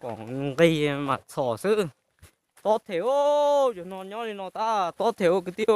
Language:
Hmong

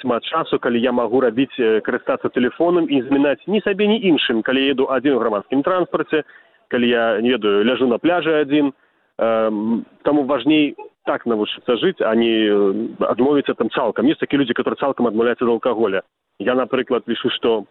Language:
Belarusian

